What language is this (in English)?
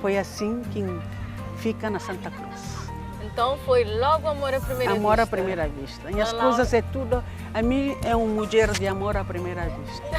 Kabuverdianu